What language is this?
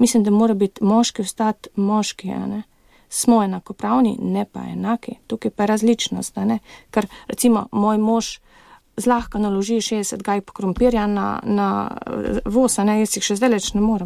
Slovenian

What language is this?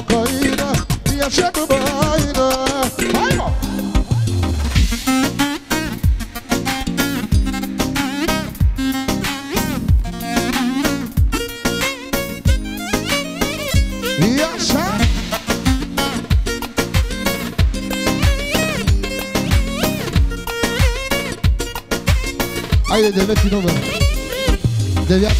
Bulgarian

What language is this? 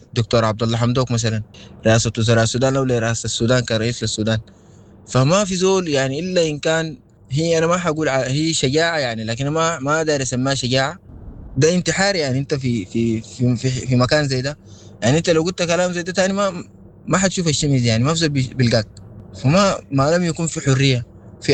Sudanese Arabic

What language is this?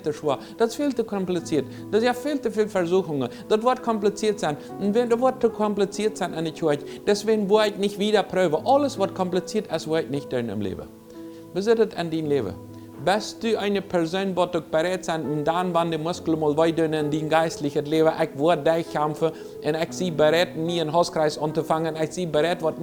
Plautdietsch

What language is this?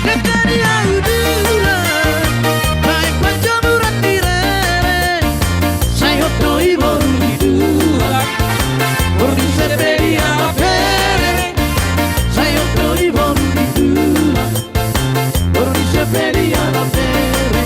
Batak Toba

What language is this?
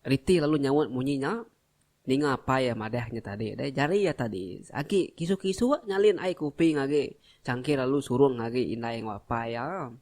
Iban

